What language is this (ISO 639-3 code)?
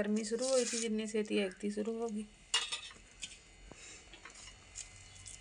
pan